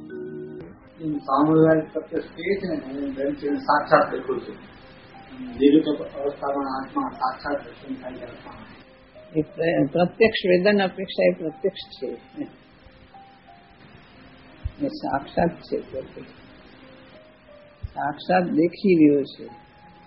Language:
Gujarati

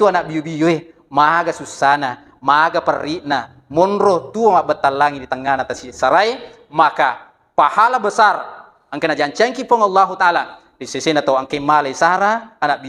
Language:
Buginese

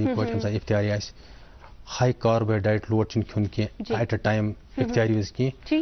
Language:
Kashmiri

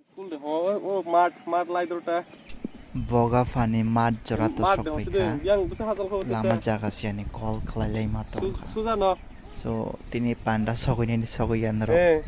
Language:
Kok Borok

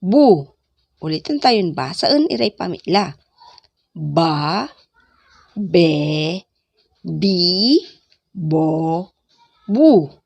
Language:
Pangasinan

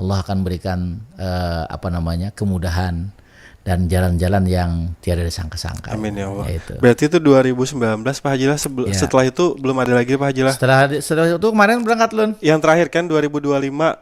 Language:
Banjar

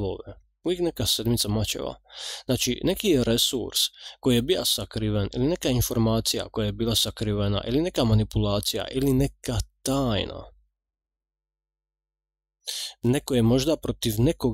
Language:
Croatian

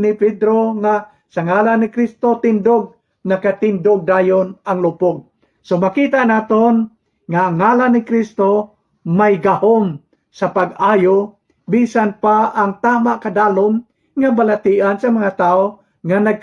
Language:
Hiligaynon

